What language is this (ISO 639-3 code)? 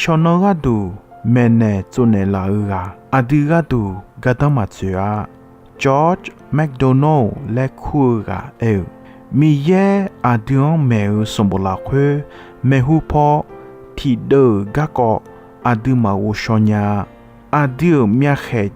ahk